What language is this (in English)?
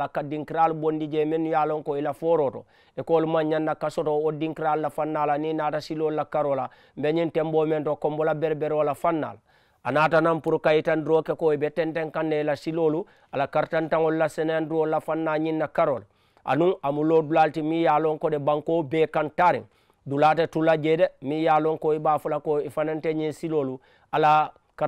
Mandingo